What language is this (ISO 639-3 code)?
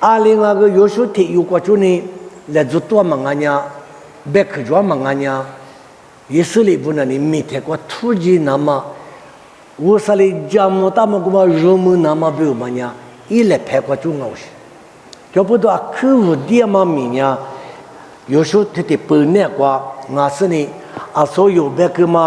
lis